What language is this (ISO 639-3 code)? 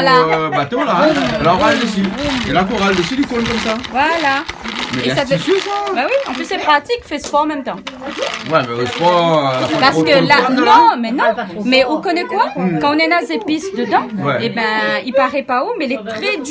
rcf